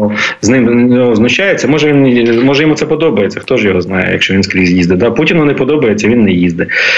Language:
Ukrainian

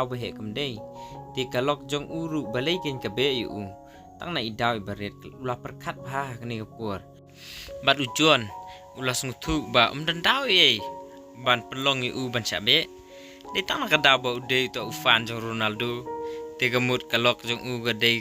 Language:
Khasi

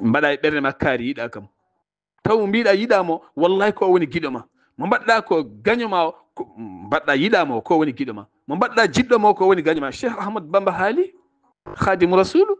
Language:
Fula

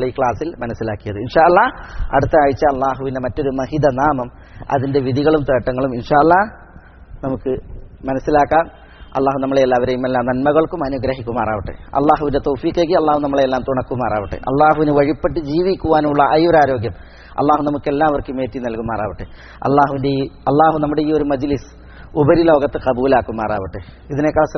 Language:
Malayalam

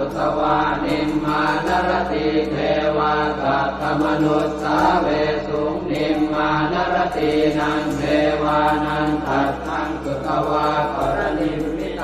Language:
Pali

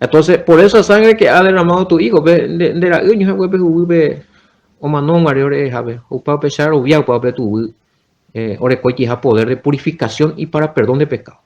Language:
Guarani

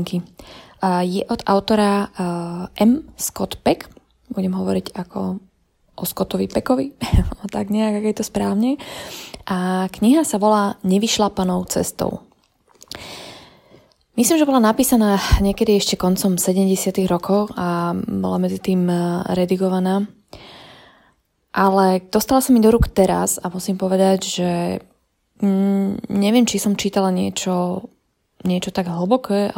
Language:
Slovak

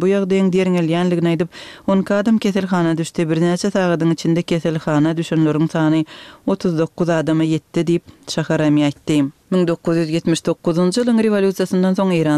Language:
Turkmen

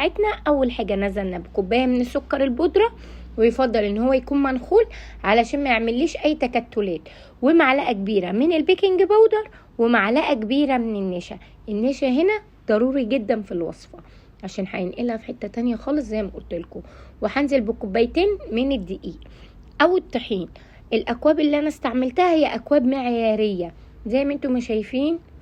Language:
Egyptian Arabic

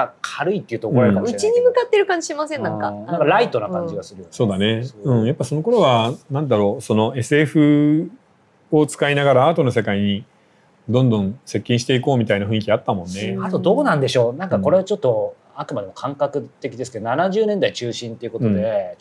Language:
Japanese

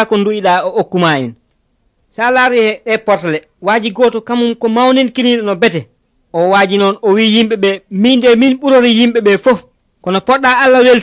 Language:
Nigerian Fulfulde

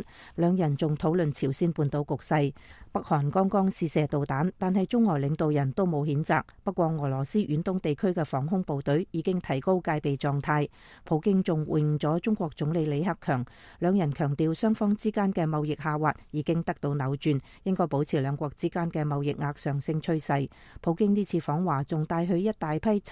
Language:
Cantonese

